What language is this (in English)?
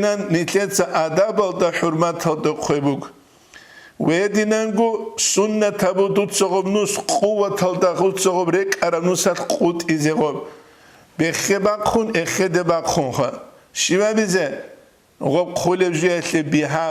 Avaric